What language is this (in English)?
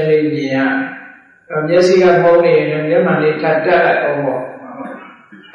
Burmese